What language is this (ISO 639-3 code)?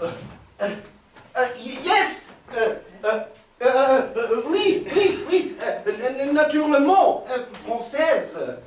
nds